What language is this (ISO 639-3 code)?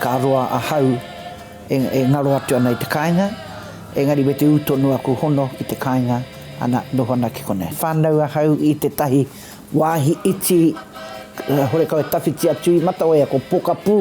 mri